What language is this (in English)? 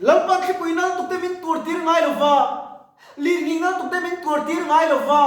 Mizo